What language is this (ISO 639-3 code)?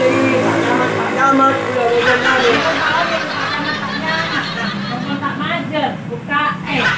mad